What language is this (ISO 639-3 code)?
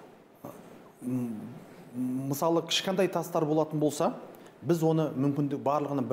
kaz